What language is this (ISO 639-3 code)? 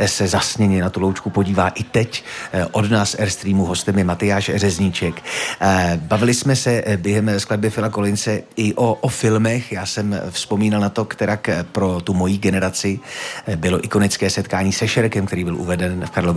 ces